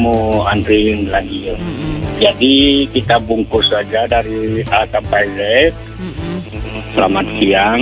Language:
Indonesian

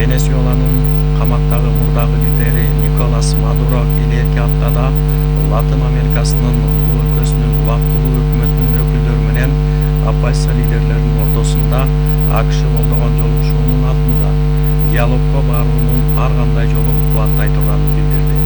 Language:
Kyrgyz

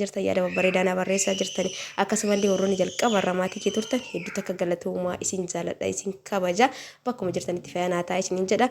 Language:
Oromo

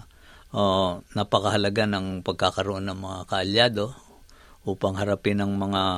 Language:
Filipino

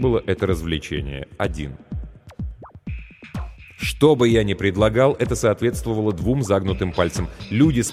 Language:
Russian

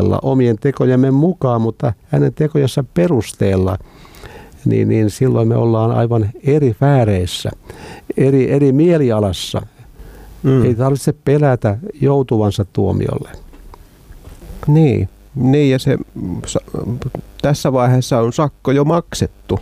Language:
Finnish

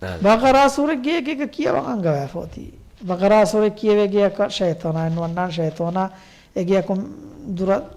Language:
Divehi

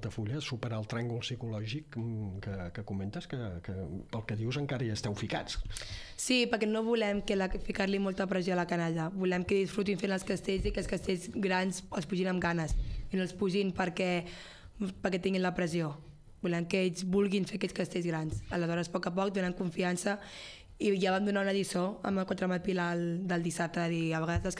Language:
Catalan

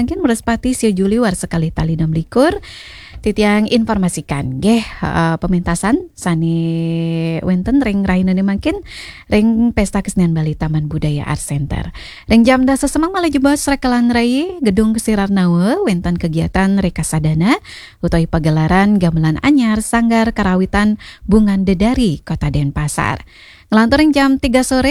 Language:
Balinese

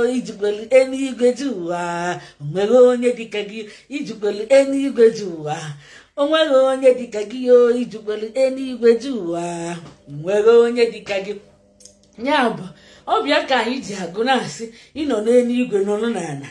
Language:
Igbo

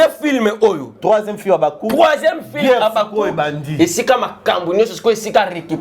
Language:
Lingala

